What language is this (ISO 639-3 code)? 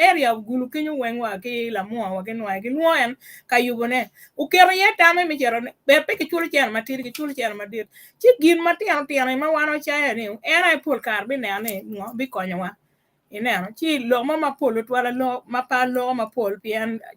ach